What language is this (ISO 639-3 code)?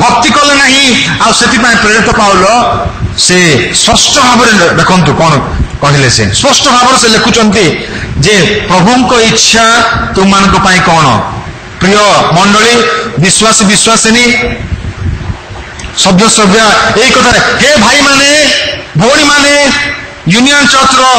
ori